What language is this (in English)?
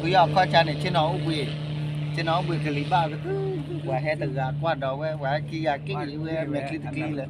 S'gaw Karen